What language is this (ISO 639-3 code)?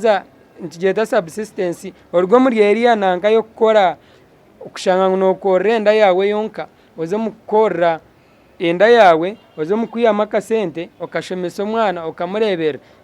nyn